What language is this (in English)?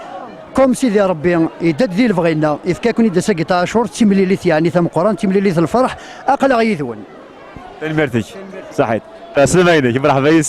Kabyle